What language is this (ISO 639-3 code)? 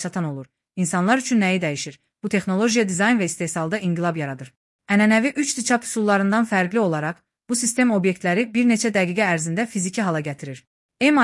aze